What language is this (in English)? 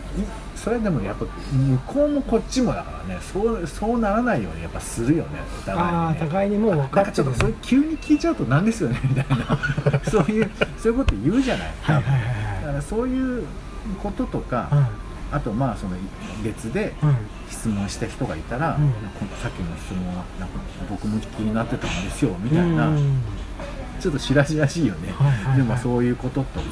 Japanese